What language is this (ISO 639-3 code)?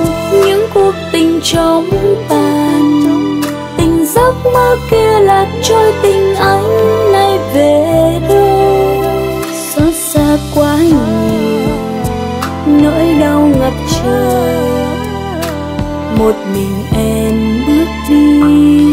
vie